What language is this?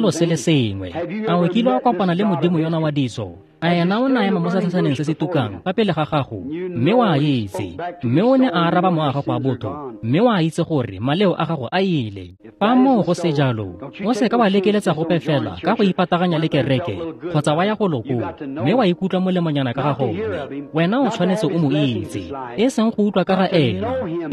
Tswana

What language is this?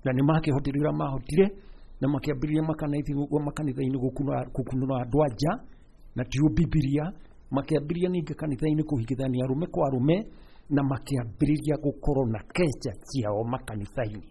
Kikuyu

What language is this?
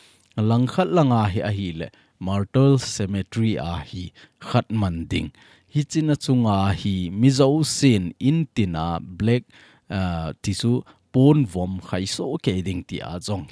Thado Chin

